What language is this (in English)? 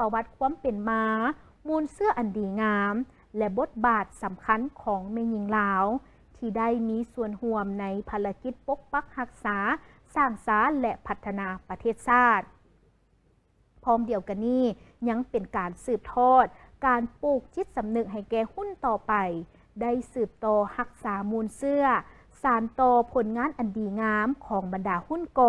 Lao